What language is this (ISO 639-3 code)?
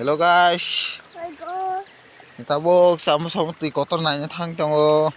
trp